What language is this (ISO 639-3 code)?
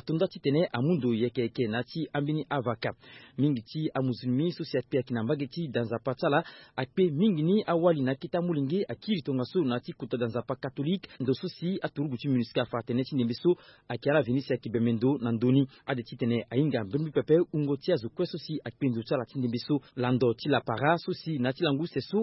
sag